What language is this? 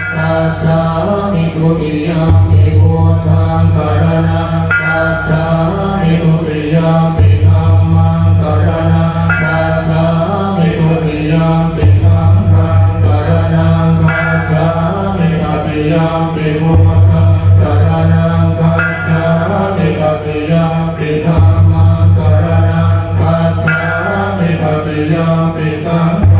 Pali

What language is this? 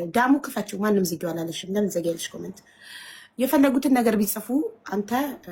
Amharic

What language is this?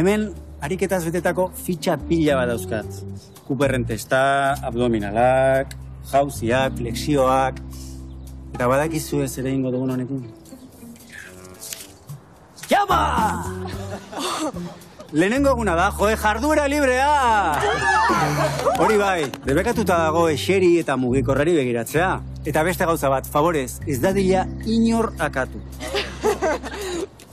Basque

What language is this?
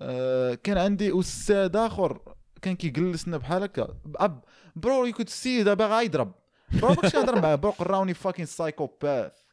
Moroccan Arabic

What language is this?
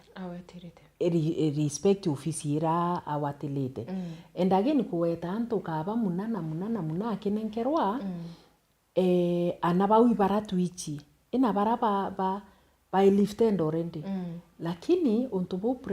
Meru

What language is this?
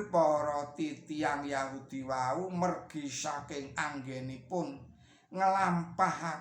Javanese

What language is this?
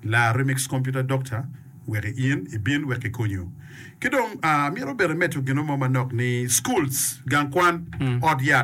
Acoli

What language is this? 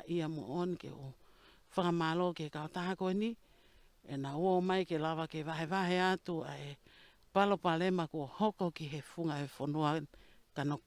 Tongan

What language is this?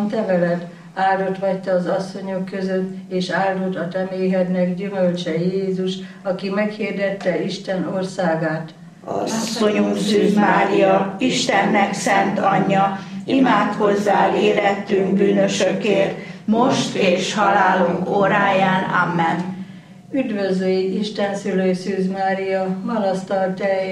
Hungarian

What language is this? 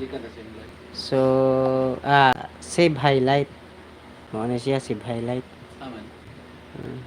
Cebuano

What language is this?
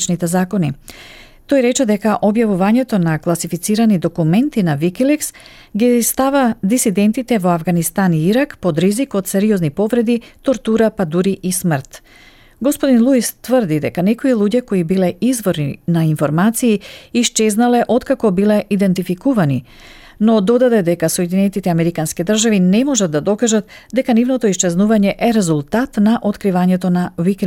Macedonian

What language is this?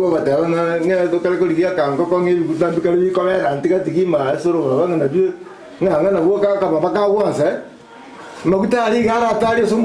Gusii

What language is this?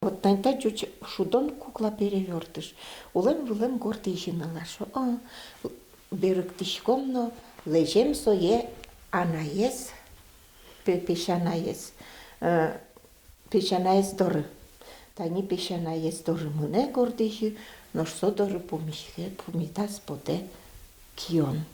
Udmurt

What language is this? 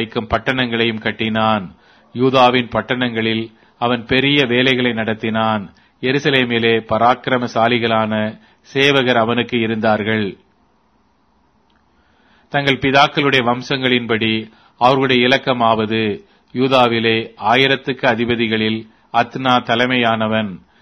Tamil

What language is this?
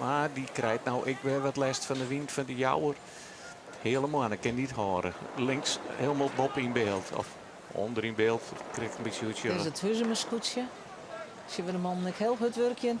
Western Frisian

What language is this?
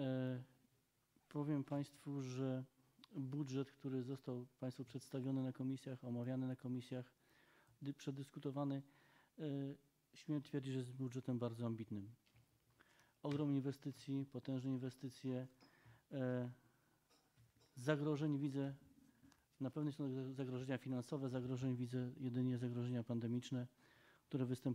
Polish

